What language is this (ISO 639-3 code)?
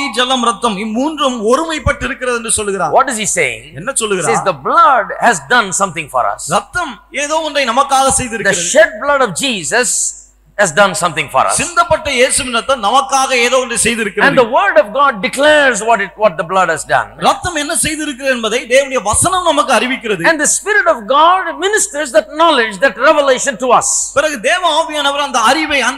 tam